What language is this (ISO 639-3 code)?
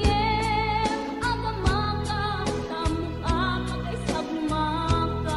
ilo